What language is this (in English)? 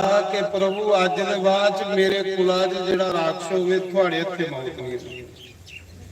Dogri